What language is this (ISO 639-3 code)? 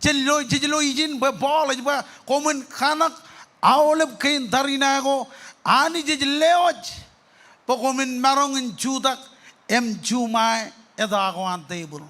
mah